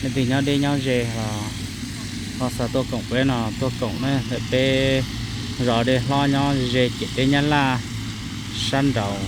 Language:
Hmong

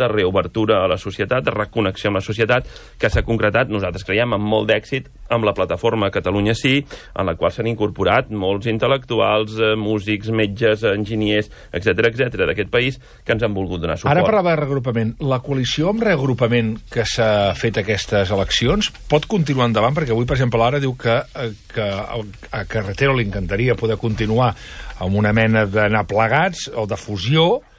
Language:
Catalan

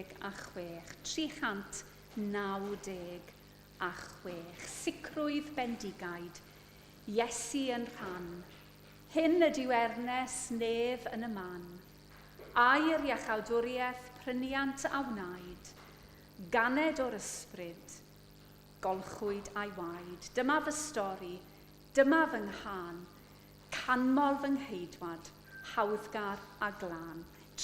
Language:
Welsh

